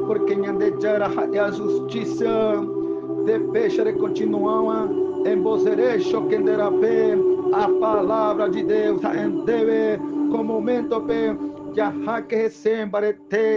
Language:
Guarani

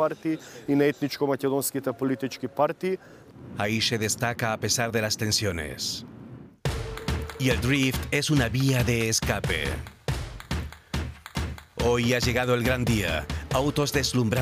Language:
Spanish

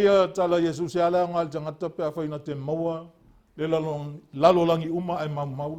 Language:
Samoan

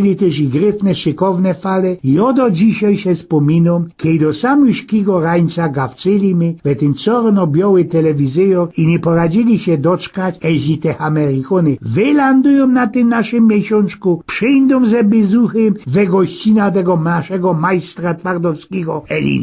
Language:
Silesian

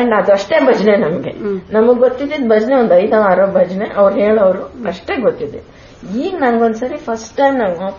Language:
Kannada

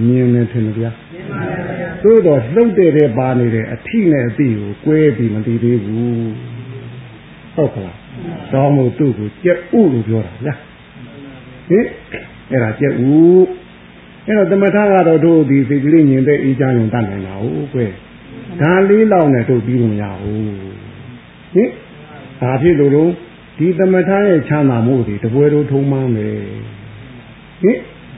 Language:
Burmese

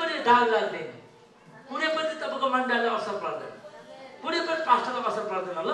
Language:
Nepali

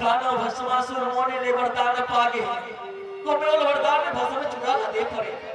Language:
Chhattisgarhi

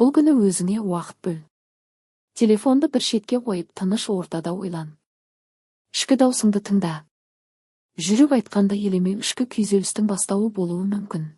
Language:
Kazakh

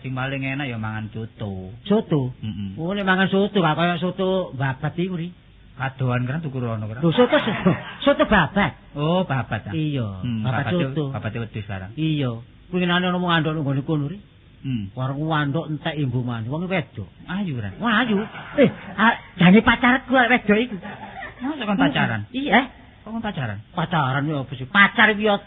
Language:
Javanese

